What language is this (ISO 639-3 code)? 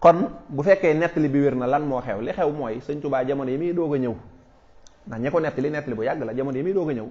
wol